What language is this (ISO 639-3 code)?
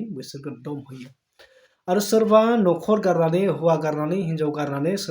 brx